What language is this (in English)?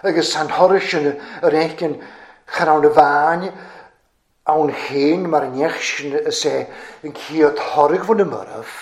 Welsh